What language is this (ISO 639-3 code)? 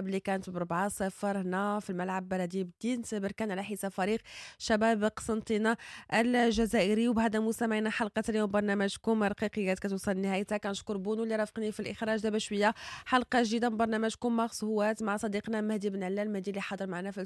ary